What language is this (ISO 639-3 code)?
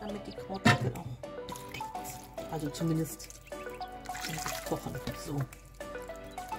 deu